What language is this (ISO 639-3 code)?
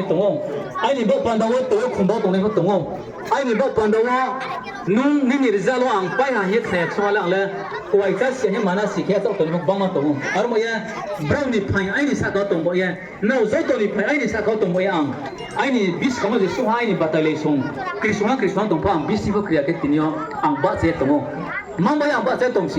ria